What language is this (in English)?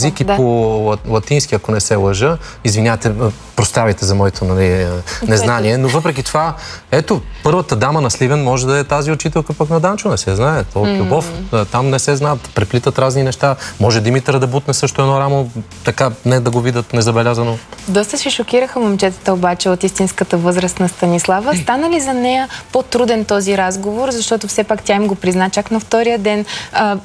Bulgarian